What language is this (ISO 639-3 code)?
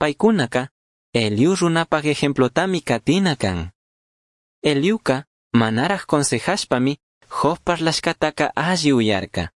qug